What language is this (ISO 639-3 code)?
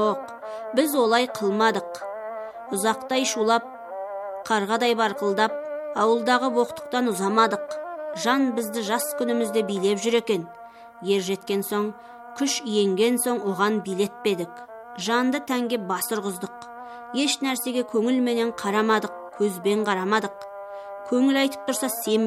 kaz